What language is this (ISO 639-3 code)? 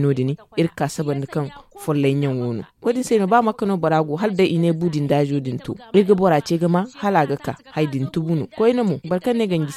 dje